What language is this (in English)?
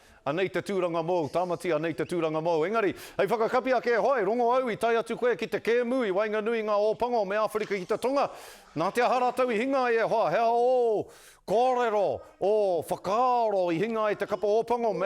Māori